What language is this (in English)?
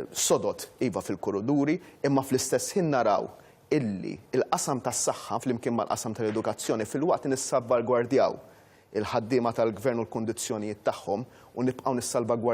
Maltese